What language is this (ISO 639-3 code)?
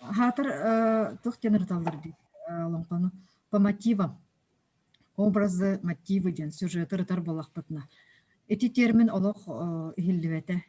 sah